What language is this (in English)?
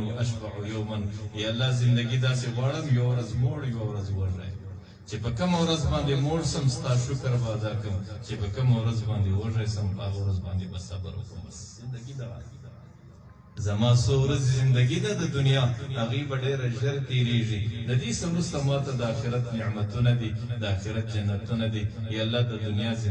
Pashto